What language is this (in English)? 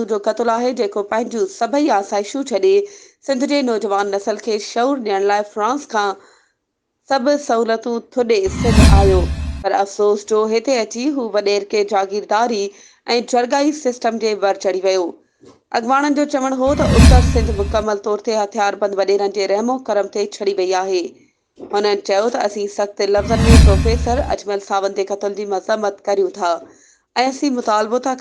Sindhi